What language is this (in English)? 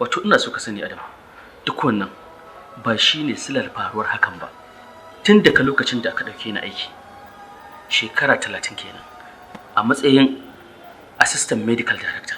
Hausa